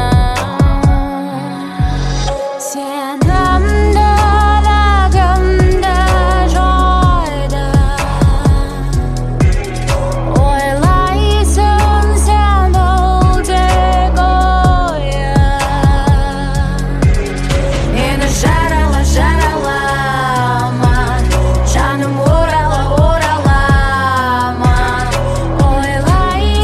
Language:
Kazakh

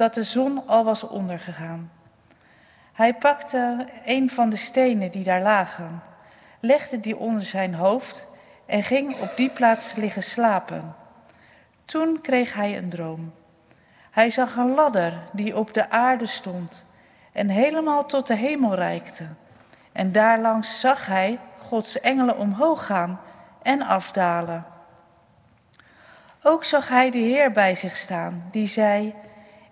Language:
Dutch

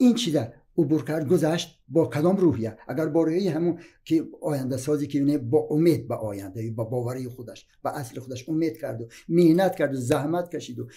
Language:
Tajik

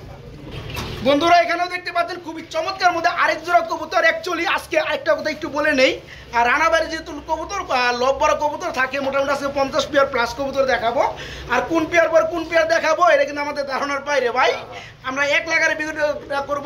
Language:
Bangla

